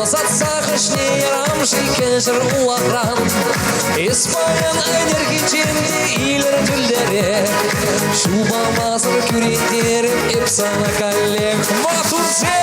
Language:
Chuvash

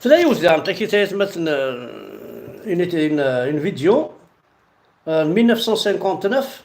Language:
Kabyle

